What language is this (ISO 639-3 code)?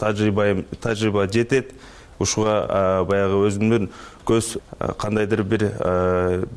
kir